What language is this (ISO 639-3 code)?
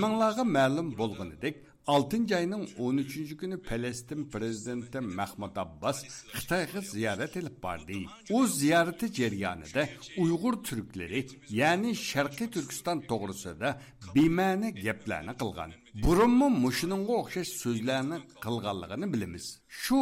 uig